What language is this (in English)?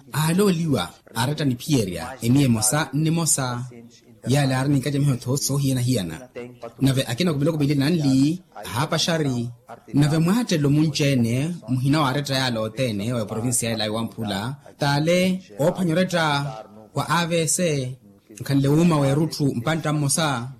Makhuwa